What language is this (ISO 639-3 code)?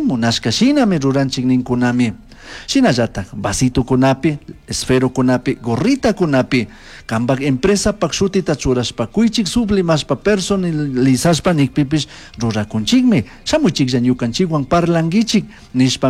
qug